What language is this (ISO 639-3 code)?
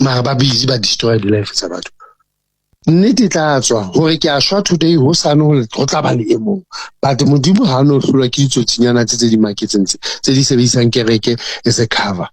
sot